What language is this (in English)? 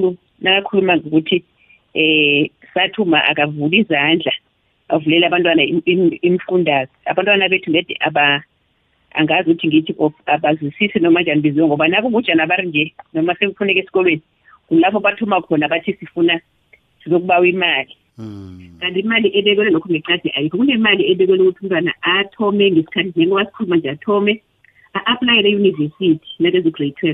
South Ndebele